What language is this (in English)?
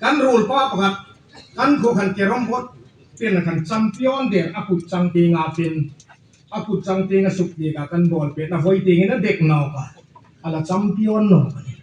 Hmar